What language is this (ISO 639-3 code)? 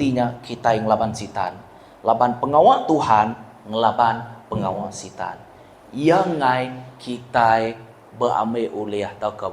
iba